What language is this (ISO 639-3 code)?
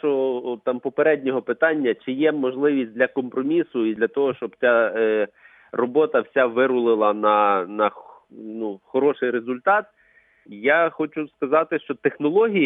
ukr